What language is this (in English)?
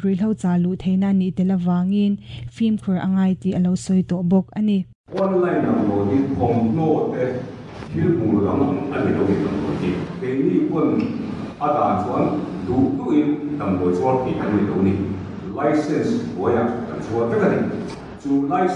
Mizo